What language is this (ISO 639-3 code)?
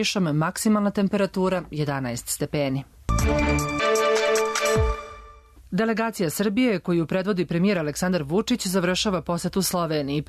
srp